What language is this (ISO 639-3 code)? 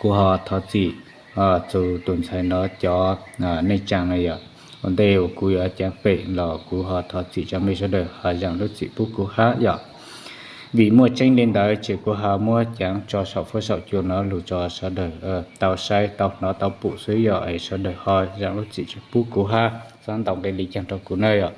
hmn